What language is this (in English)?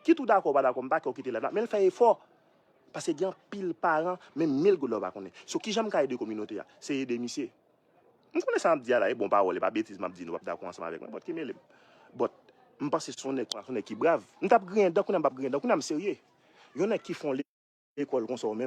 Haitian Creole